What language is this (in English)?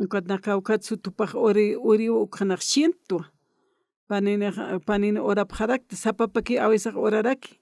Aymara